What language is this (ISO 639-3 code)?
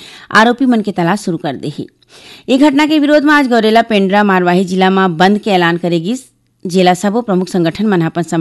hne